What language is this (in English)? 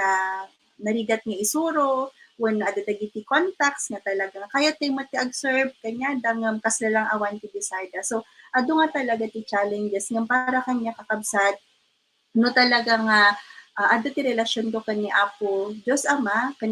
Iloko